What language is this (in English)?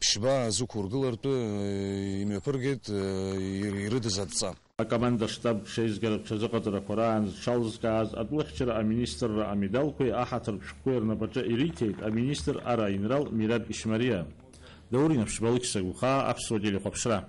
Abkhazian